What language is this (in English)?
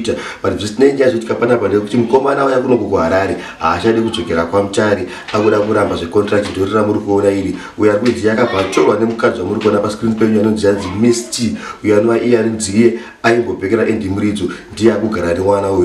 Shona